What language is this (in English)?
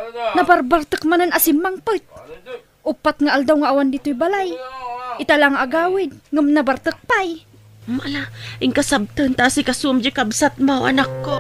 Iloko